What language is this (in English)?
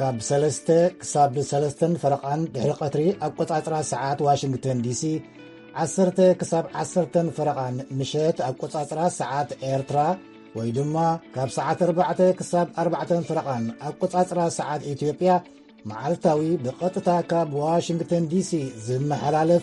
Tigrinya